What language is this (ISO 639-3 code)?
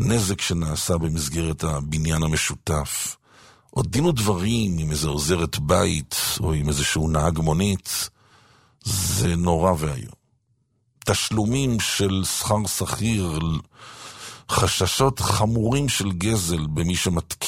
heb